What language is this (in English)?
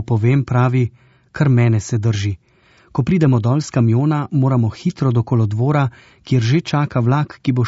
Slovenian